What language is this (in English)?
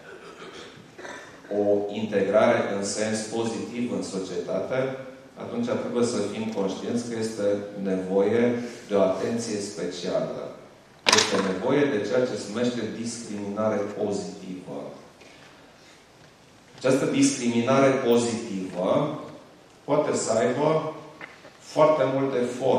Romanian